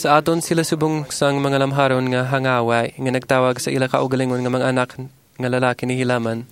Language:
Hiligaynon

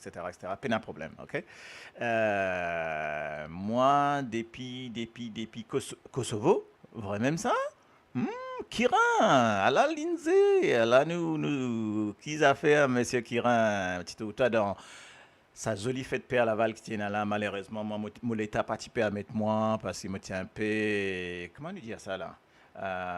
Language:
Morisyen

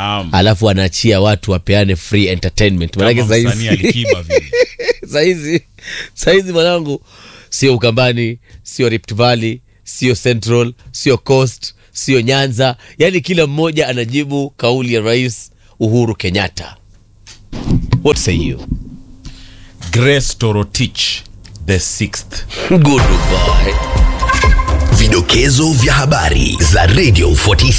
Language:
Swahili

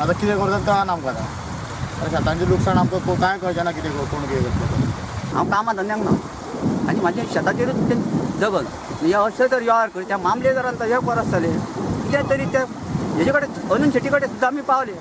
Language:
Konkani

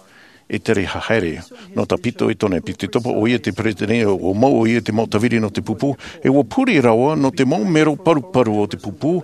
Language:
Tahitian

